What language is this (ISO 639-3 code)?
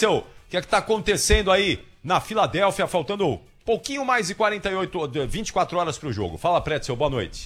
por